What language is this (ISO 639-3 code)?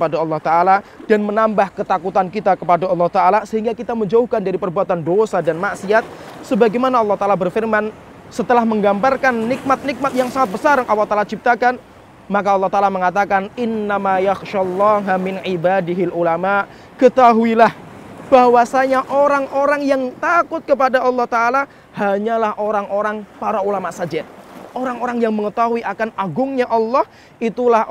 ind